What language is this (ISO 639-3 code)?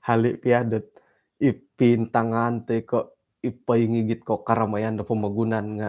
dtp